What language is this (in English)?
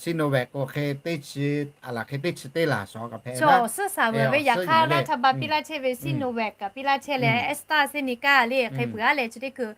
Lahu